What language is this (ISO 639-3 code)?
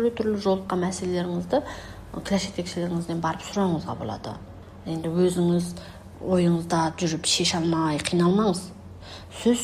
kaz